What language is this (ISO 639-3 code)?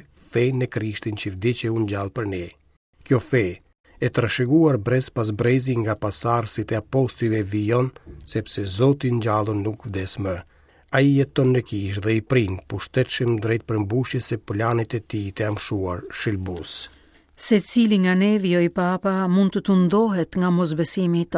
sqi